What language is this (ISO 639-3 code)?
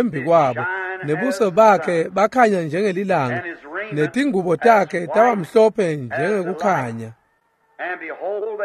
ssw